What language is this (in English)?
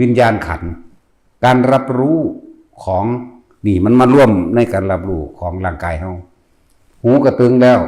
Northeastern Thai